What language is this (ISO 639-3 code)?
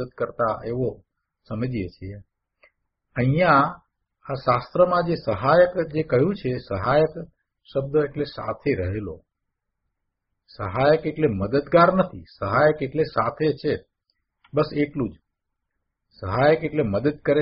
guj